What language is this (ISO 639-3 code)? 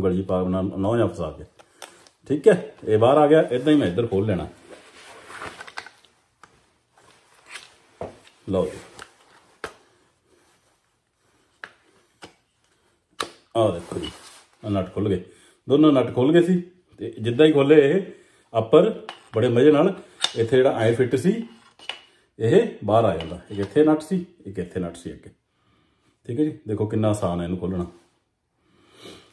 pan